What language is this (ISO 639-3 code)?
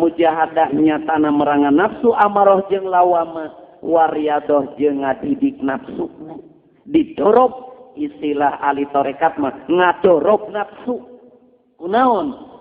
sun